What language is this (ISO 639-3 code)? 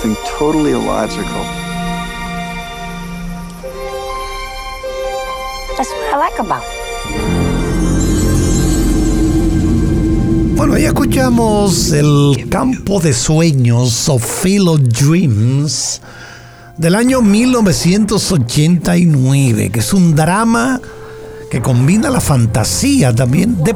spa